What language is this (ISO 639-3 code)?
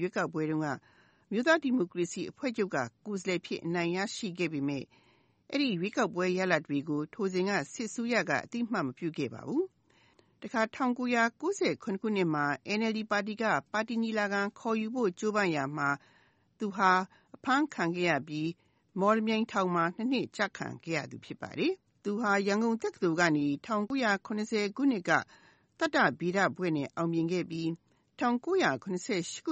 mya